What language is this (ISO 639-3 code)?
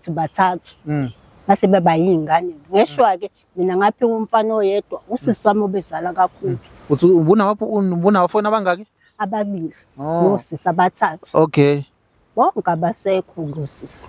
zul